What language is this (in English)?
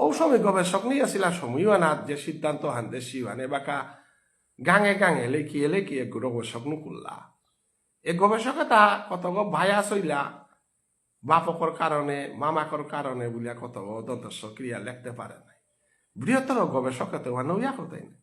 Bishnupriya